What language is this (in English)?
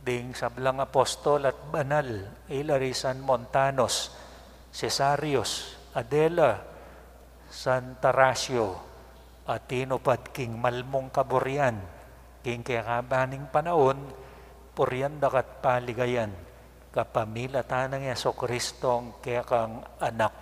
Pampanga